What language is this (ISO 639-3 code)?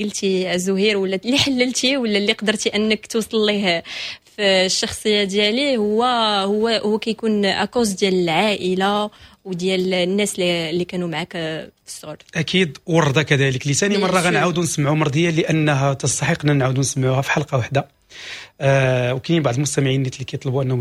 ary